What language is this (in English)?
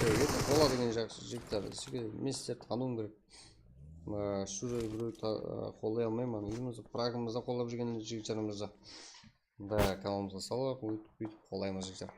Kara-Kalpak